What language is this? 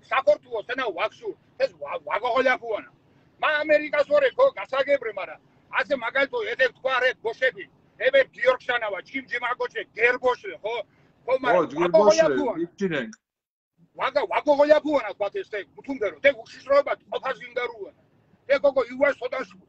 Mingrelian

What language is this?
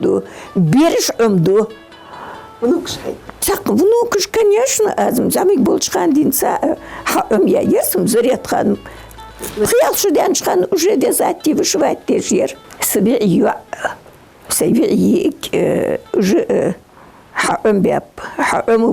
Ingush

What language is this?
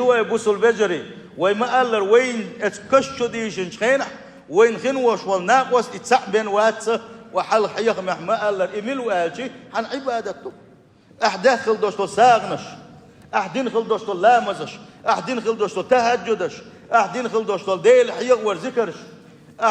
Chechen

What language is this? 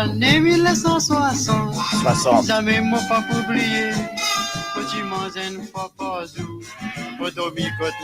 Morisyen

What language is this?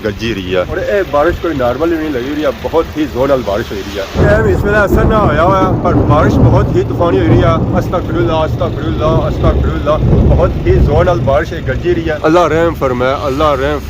Pahari-Potwari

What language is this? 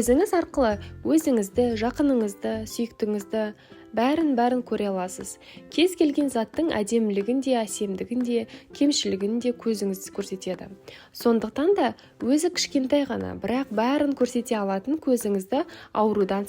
Kazakh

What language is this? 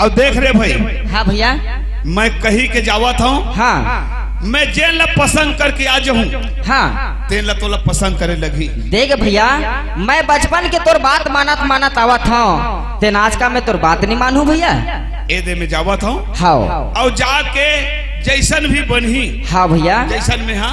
Chhattisgarhi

